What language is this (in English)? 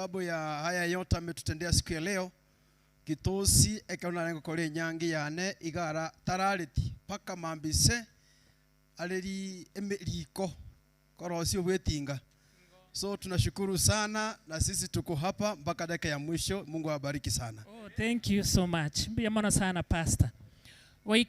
Gusii